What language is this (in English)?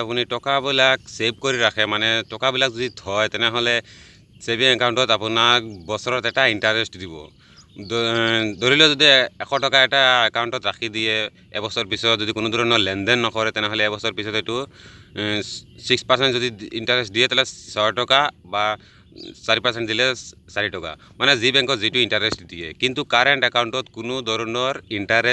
Assamese